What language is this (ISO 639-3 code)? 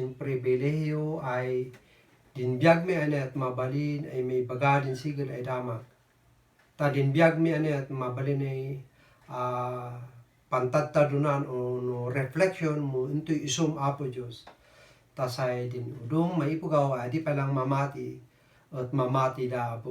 kne